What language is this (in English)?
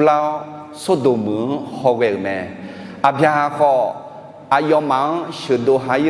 Akha